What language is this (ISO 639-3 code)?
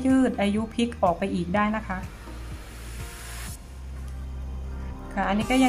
tha